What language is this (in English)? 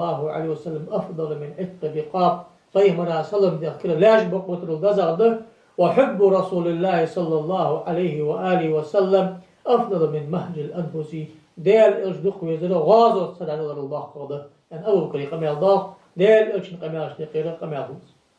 Ingush